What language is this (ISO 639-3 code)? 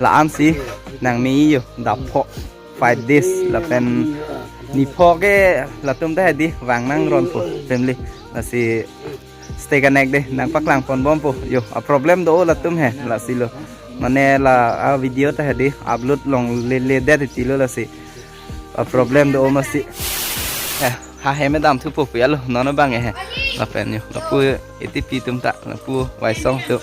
mjw